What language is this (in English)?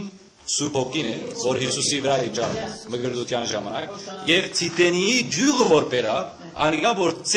Western Armenian